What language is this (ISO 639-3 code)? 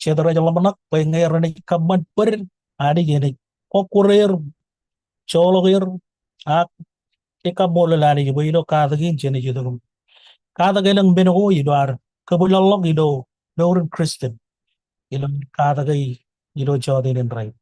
mah